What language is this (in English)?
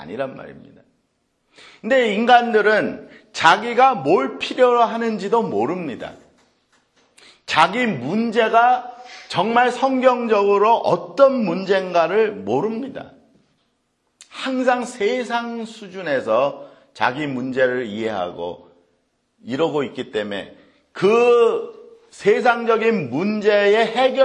Korean